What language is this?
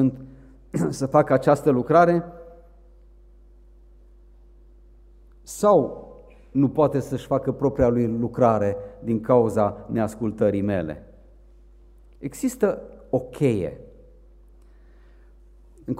Romanian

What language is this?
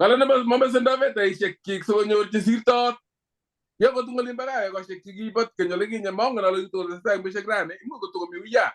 Kalenjin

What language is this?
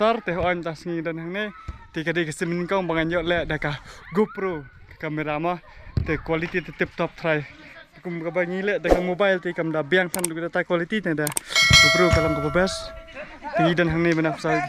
Khasi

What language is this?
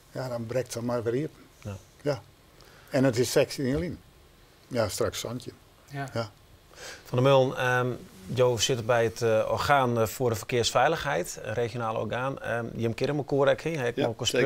Western Frisian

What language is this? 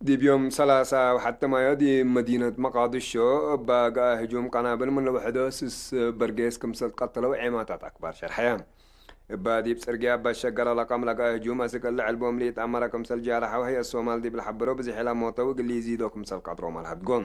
Tigre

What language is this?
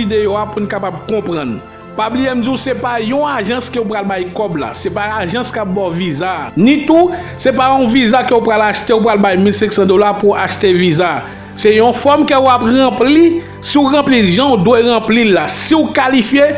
Haitian Creole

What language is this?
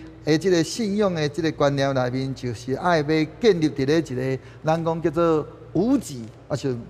Min Nan Chinese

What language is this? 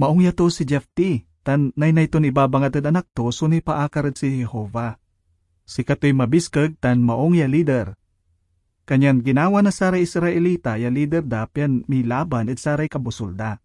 Pangasinan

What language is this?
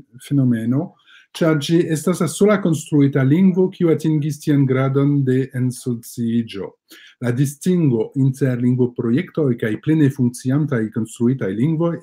Esperanto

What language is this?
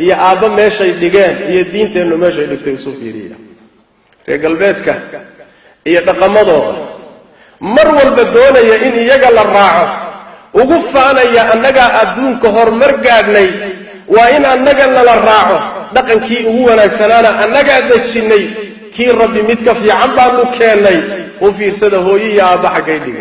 Somali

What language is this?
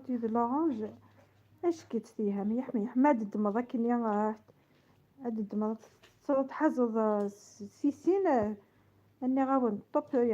Kabyle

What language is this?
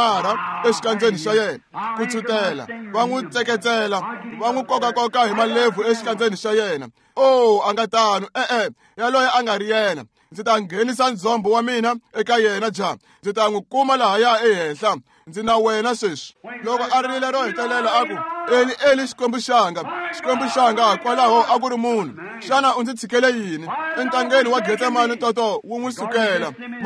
Tsonga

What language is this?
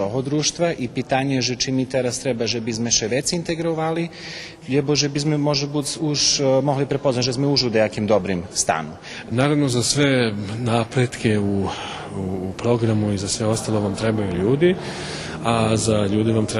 Rusyn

